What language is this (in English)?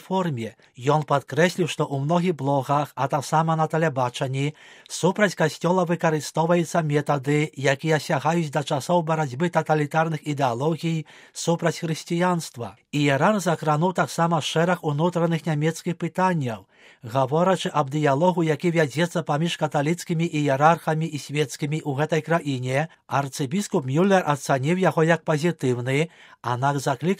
Belarusian